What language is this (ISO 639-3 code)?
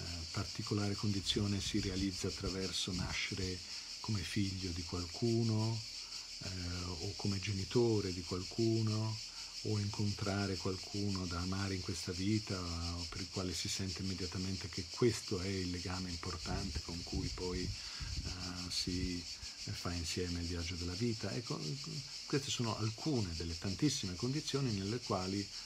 ita